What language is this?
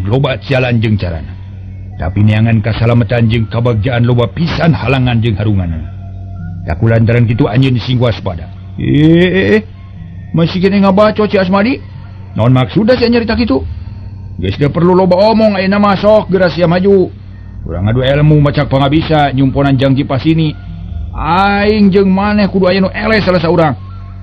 Sundanese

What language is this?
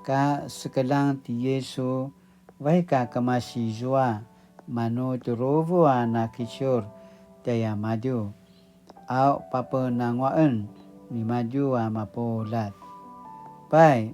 Paiwan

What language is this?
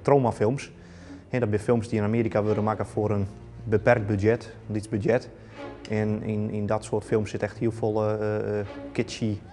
Western Frisian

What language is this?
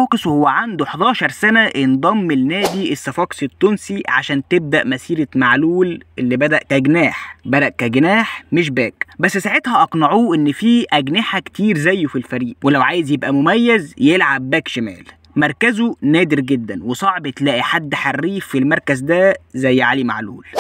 Egyptian Arabic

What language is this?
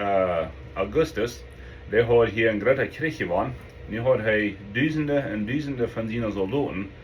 Plautdietsch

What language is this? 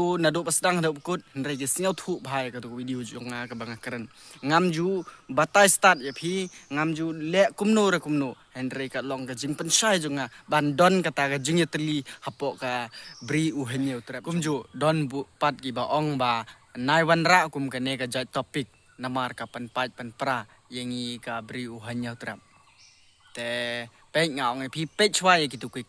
Khasi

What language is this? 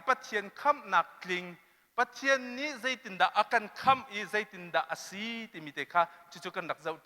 Hakha Chin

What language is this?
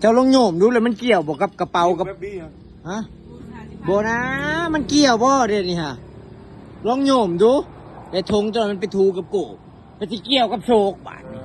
Lao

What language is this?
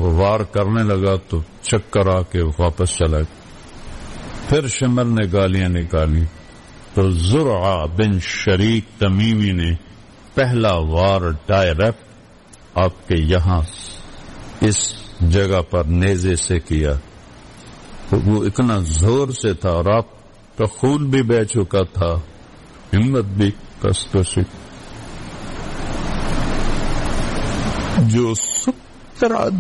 Urdu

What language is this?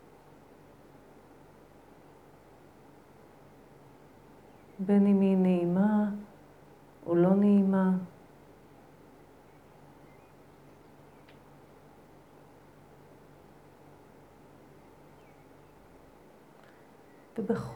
Hebrew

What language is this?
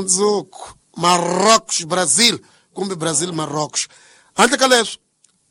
Tsonga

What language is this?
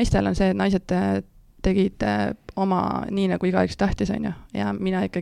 Estonian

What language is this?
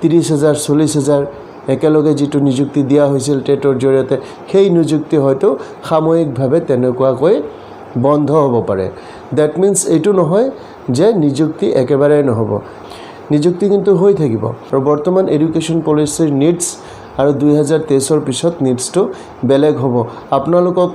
Assamese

